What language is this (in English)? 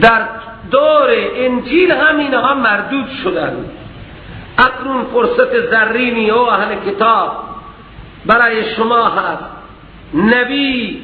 Persian